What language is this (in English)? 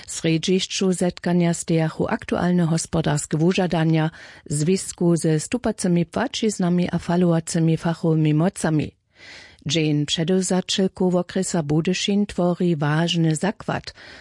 Upper Sorbian